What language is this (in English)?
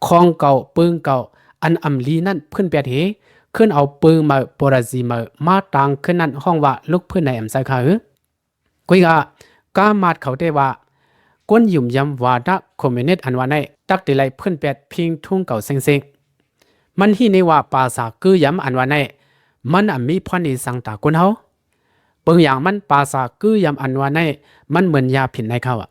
Shan